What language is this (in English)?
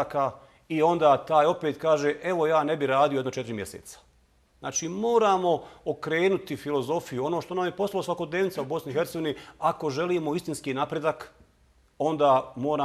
Bosnian